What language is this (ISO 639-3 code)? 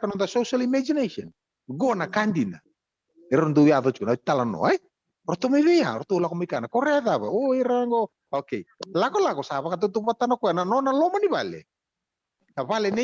fij